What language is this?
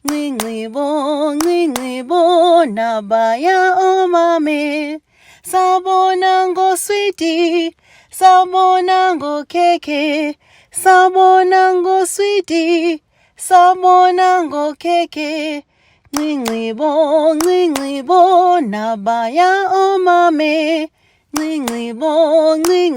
Zulu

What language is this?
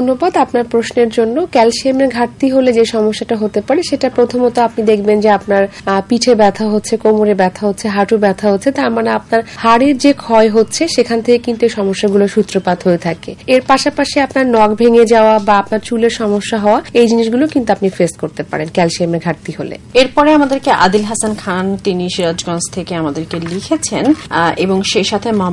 Bangla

